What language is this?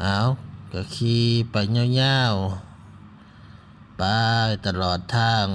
Lao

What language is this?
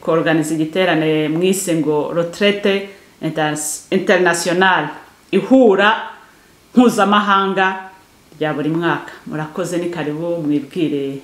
Kinyarwanda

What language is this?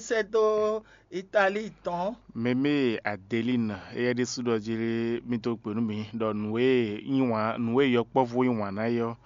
Fon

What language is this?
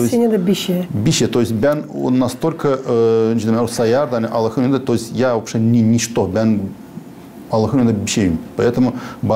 Gagauz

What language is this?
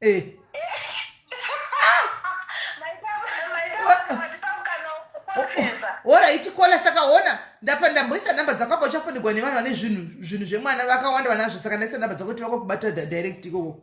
Shona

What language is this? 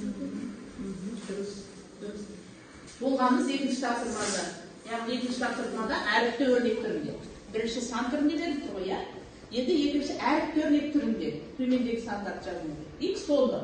Kazakh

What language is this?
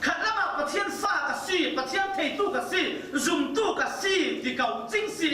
Falam Chin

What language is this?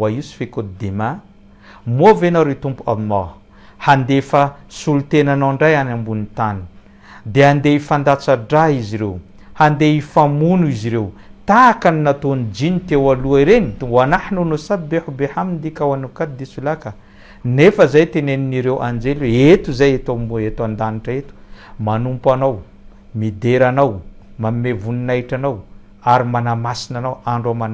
Malagasy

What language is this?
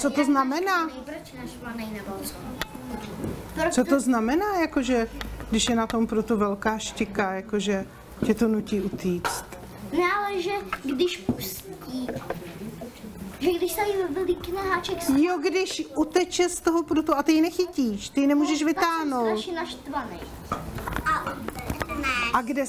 Czech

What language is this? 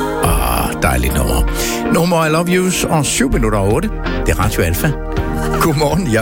Danish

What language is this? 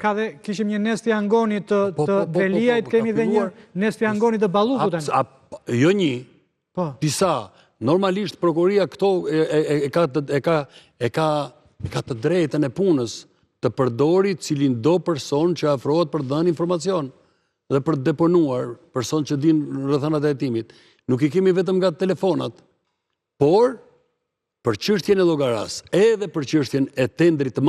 Albanian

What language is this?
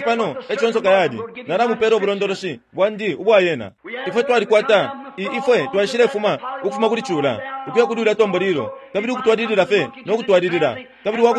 Bemba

